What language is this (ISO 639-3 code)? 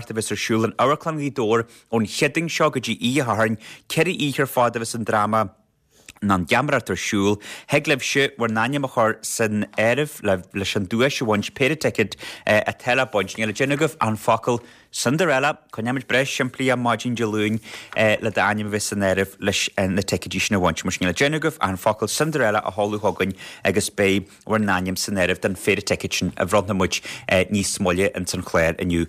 gle